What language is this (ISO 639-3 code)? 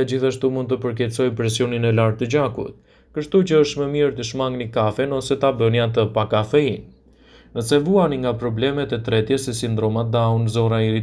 sqi